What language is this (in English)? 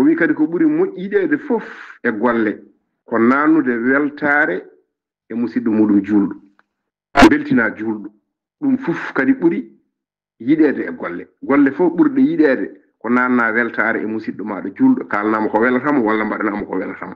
Fula